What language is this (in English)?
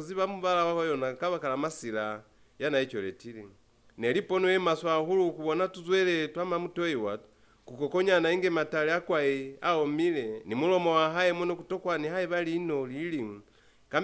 Lozi